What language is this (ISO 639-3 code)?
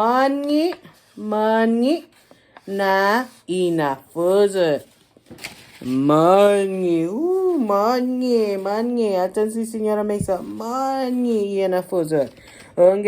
cha